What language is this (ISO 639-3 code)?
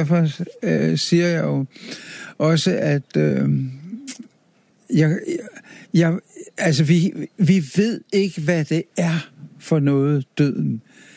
dan